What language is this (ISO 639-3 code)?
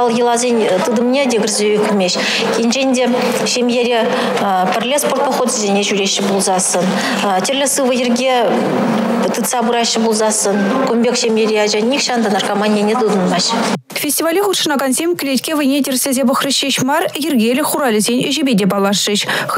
chv